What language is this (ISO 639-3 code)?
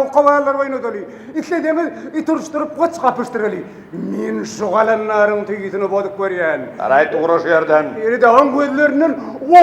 tuk